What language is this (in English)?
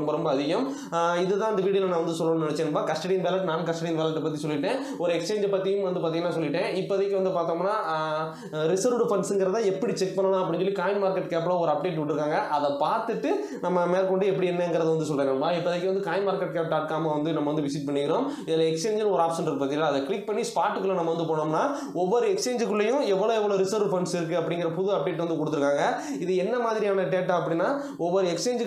Tamil